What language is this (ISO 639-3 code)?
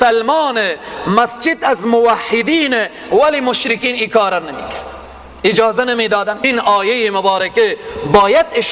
fas